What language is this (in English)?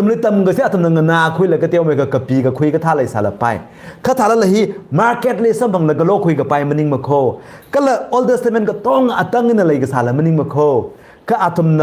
Tangkhul Naga (India)